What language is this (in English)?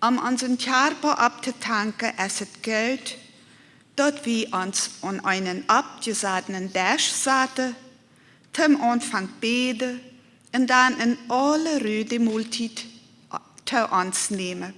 Plautdietsch